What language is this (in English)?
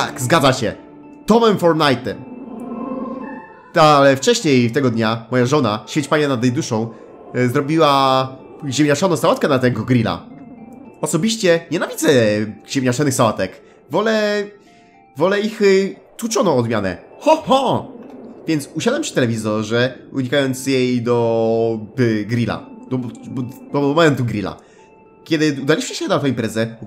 Polish